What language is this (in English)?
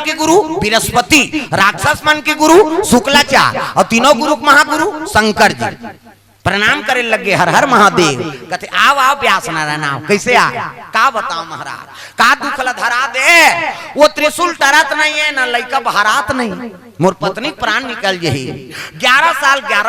Chhattisgarhi